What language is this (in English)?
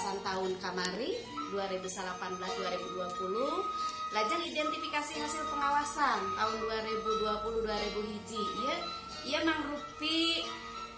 Sundanese